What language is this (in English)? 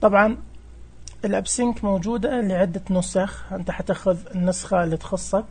Najdi Arabic